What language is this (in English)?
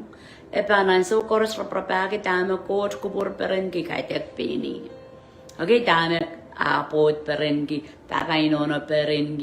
Pohnpeian